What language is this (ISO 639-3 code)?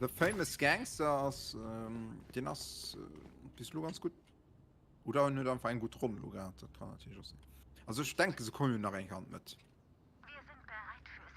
ltz